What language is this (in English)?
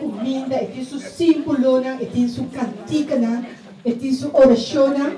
Papiamento